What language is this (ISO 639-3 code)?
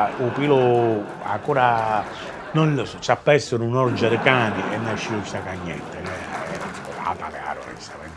scn